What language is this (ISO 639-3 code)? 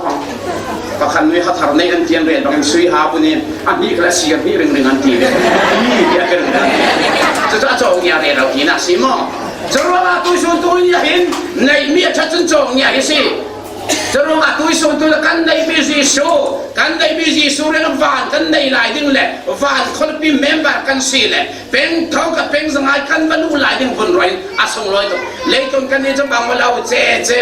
cfm